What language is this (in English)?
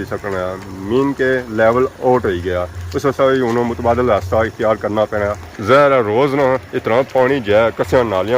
Pahari-Potwari